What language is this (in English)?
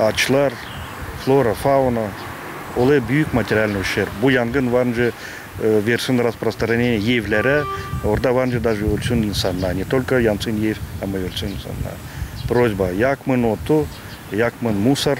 Gagauz